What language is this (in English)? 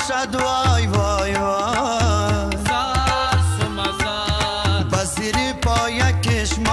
Persian